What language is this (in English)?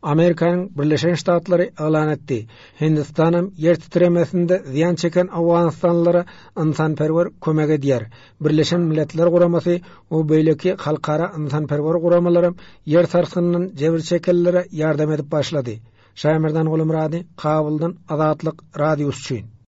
Turkmen